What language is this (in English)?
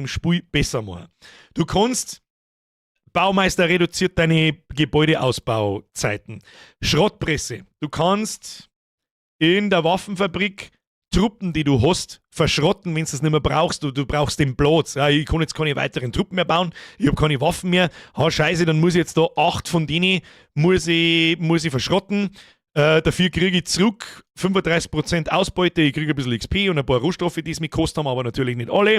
Bavarian